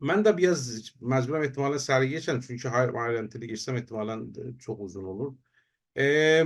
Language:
South Azerbaijani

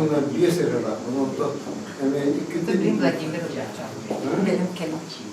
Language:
Yakut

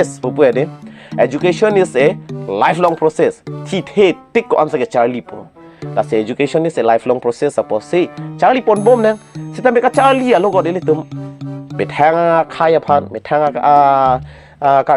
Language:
Karbi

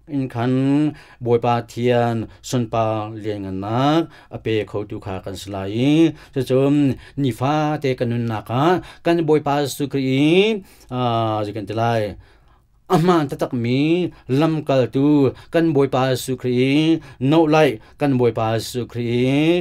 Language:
Hakha Chin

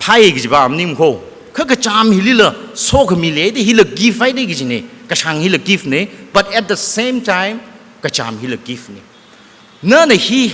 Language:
Tangkhul Naga (India)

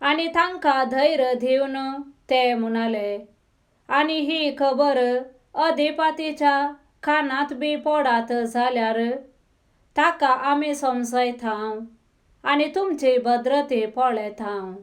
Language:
Konkani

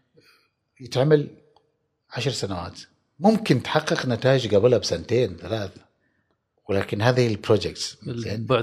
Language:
Gulf Arabic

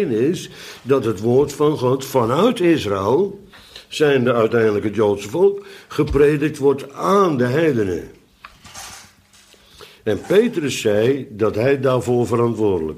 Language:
Dutch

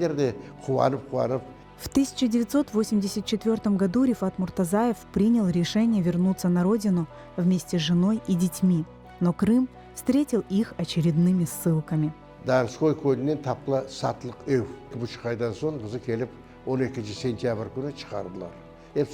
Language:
Crimean Tatar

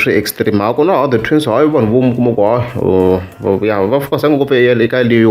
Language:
Tsonga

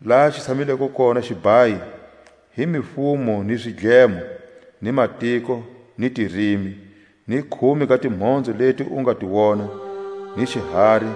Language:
Tswa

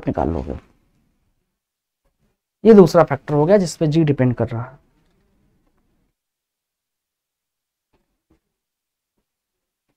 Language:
Hindi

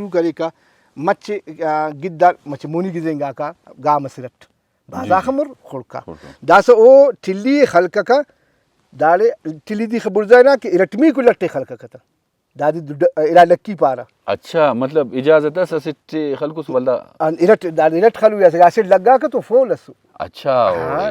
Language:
Brahui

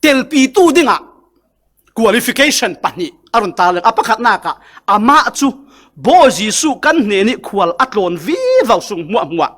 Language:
Falam Chin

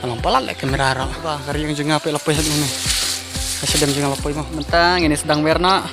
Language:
Khasi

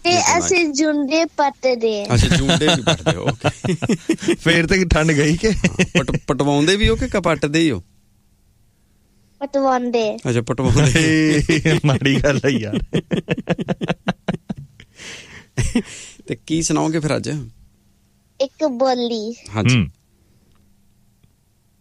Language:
Punjabi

